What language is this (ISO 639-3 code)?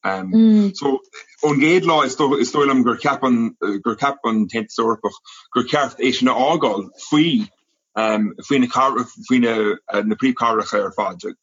gle